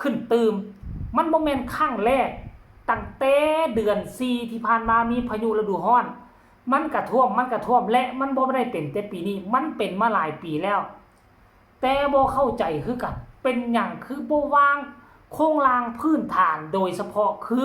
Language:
Lao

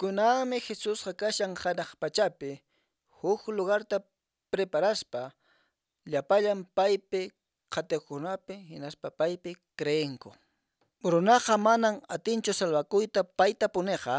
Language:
Quechua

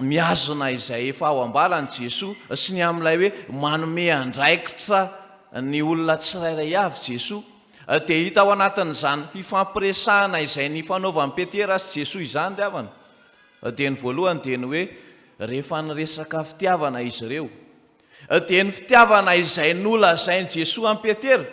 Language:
Malagasy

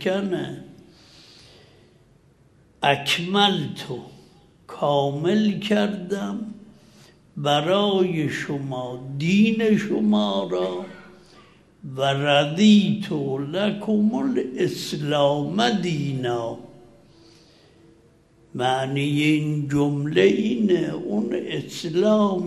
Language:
Persian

